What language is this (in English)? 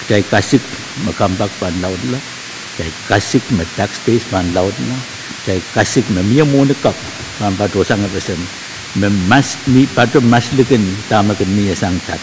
Pohnpeian